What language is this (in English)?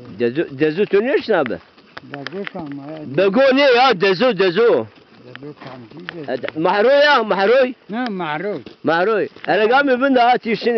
Zaza